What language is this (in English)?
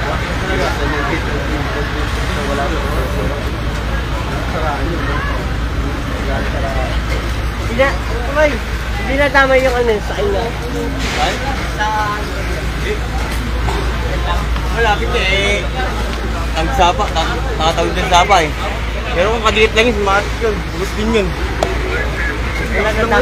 Filipino